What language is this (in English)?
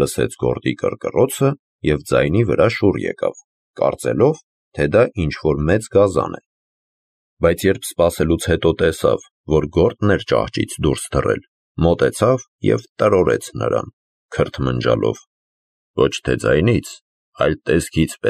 Armenian